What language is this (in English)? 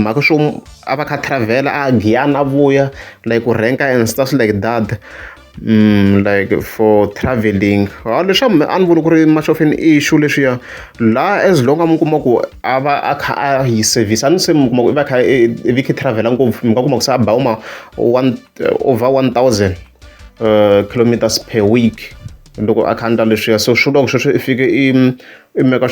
Tsonga